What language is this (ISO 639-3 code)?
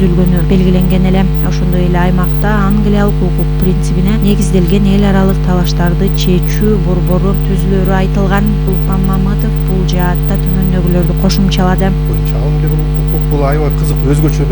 kir